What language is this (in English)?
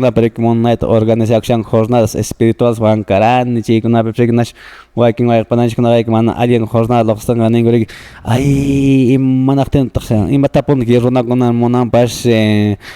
Quechua